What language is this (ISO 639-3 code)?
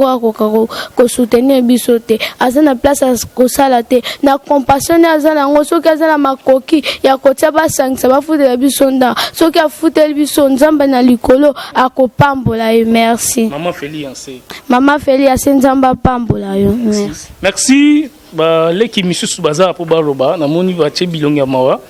lin